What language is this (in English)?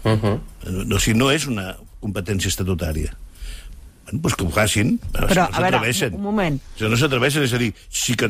Catalan